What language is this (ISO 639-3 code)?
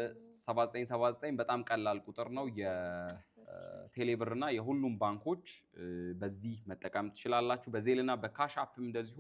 amh